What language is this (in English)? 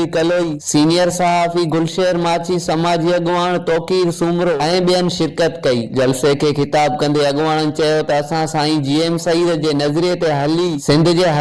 Sindhi